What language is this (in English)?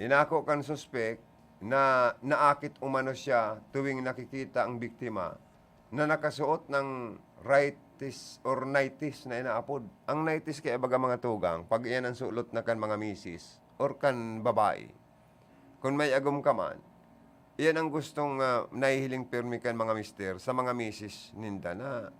Bikol